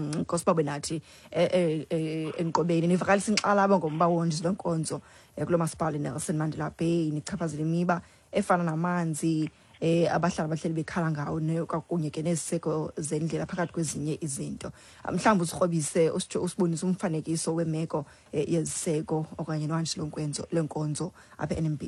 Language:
Xhosa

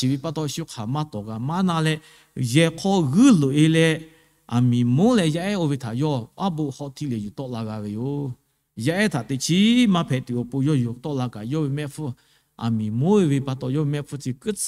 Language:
Lahu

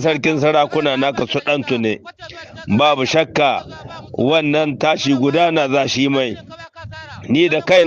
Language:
Hausa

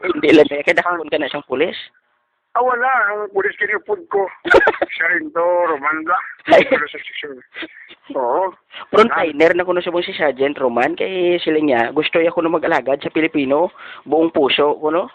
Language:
Hiligaynon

